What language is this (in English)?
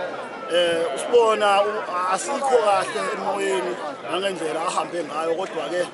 Zulu